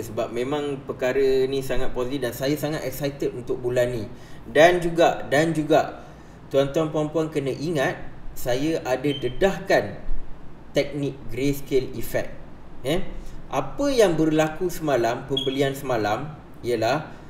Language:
Malay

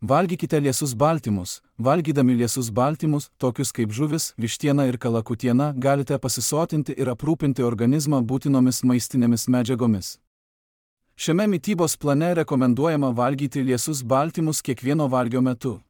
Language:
Lithuanian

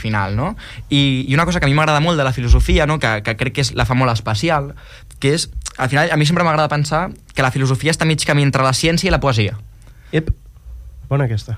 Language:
Catalan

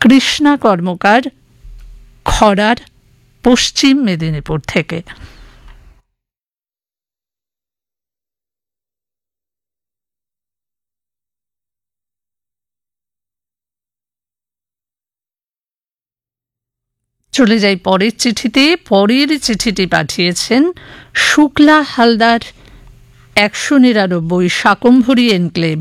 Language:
Bangla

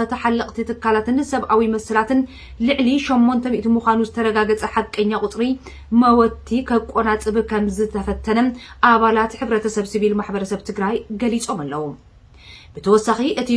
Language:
Tigrinya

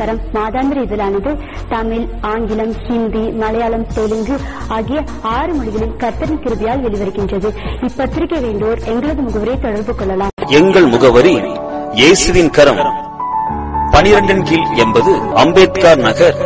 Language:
Tamil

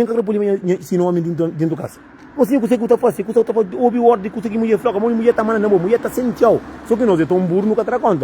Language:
Kabuverdianu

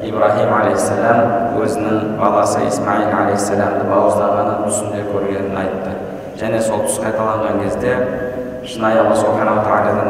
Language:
Kazakh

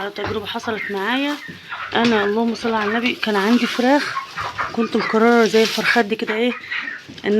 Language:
Egyptian Arabic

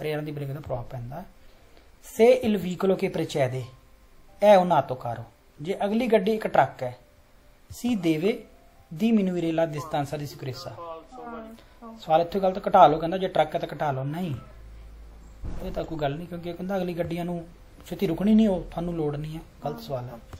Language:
Punjabi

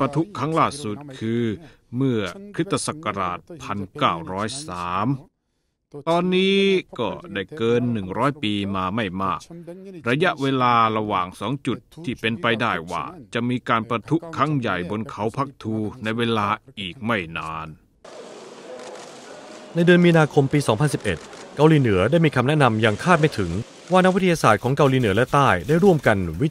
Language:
Thai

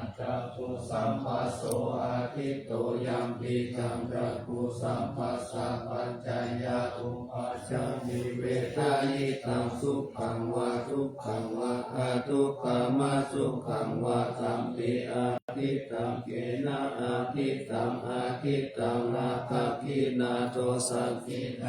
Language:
Pali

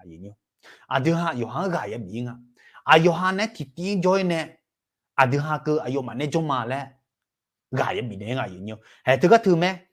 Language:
Akha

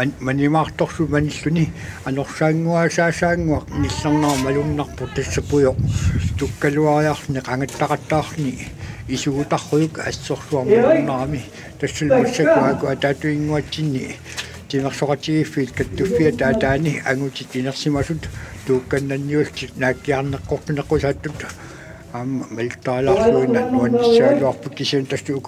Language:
Kalaallisut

